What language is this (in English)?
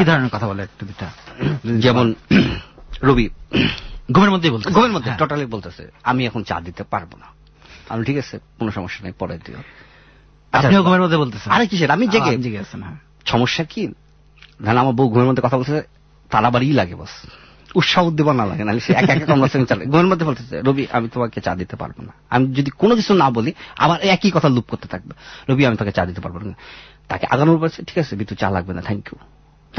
Bangla